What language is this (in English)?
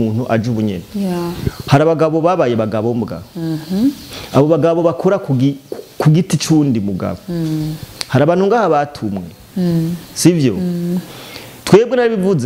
Rundi